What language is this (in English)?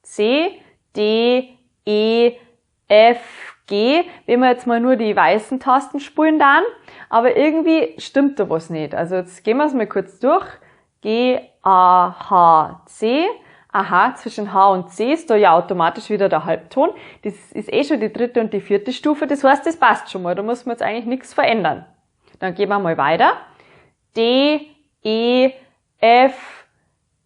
Bavarian